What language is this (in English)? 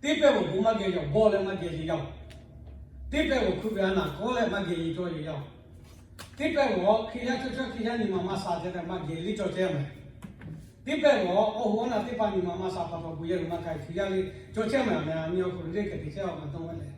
Lahu